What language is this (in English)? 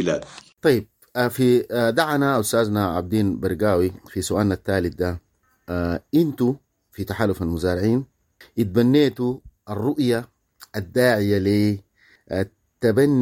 Sudanese Arabic